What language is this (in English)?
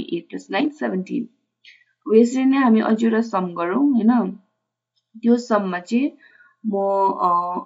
Nepali